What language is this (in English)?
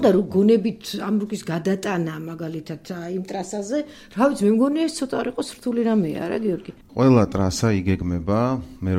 Georgian